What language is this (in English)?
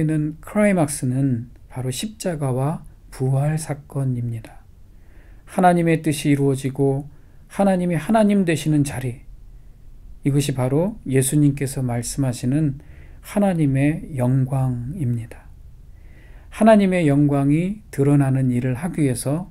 Korean